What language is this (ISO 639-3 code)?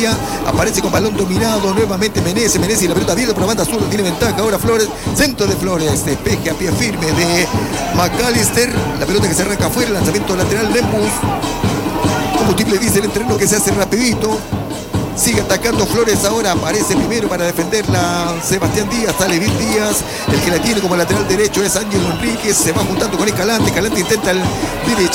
spa